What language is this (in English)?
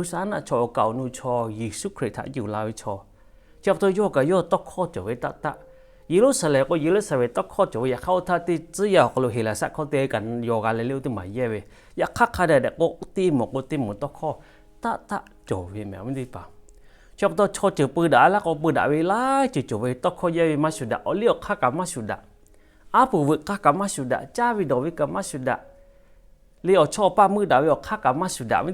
Lahu